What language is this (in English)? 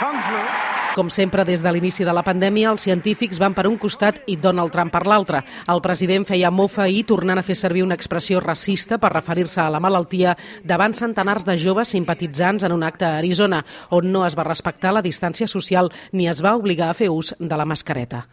Catalan